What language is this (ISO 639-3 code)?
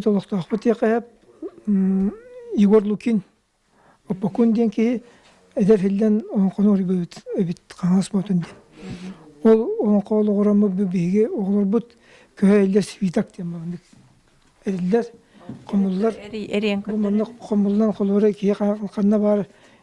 sah